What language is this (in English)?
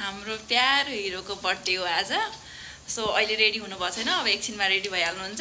Nepali